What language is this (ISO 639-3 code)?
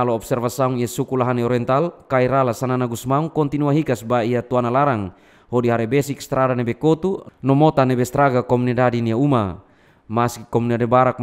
tet